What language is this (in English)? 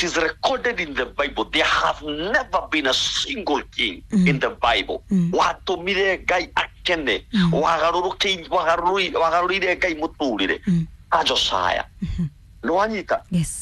Kikuyu